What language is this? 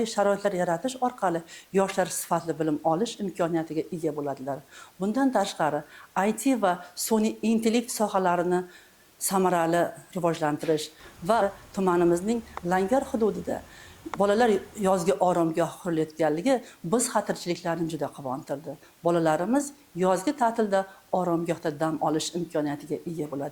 Uzbek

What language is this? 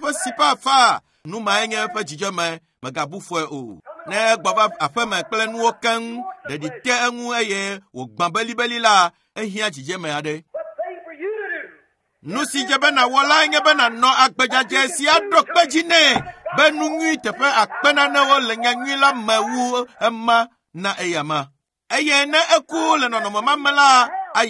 Ewe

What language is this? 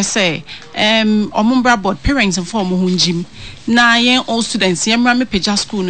Akan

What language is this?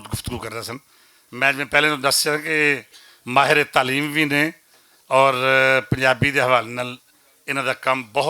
Western Panjabi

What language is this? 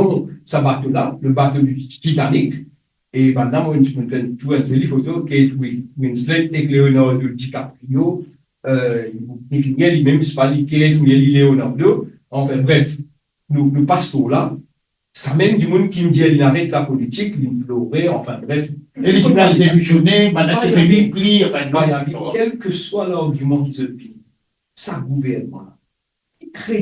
Morisyen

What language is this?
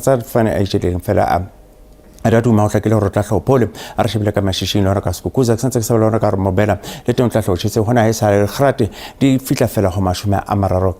Southern Sotho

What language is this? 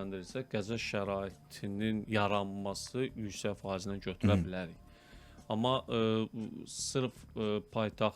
Azerbaijani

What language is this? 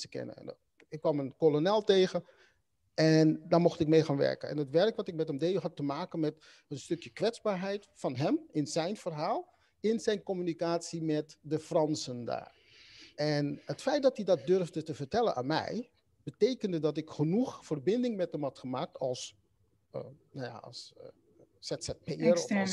Dutch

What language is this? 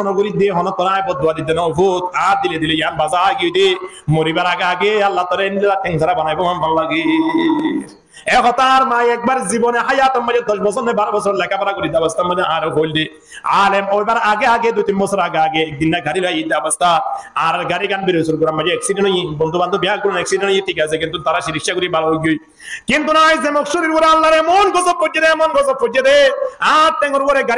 Rohingya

